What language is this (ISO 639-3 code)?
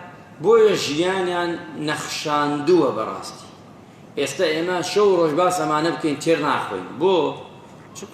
ckb